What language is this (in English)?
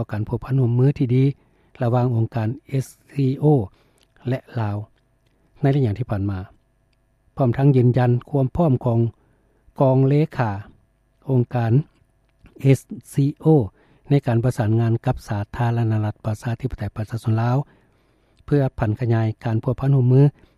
Lao